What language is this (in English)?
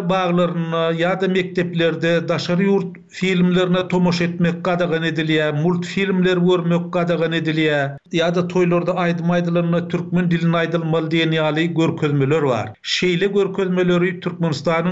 Turkmen